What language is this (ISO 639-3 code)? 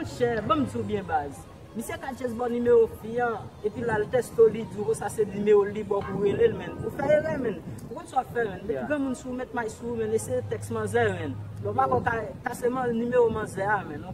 hat